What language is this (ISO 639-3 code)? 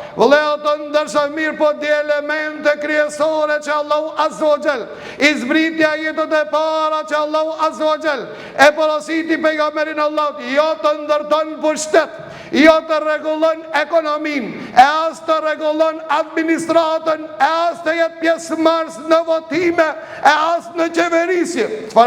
sqi